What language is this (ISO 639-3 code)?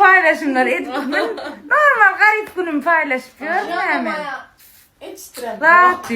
tuk